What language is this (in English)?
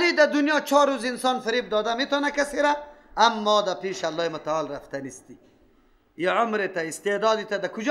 Persian